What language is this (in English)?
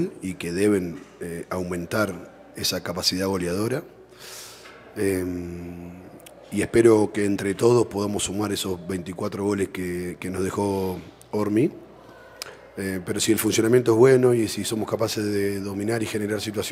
Spanish